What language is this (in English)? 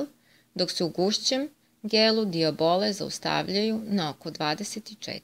Serbian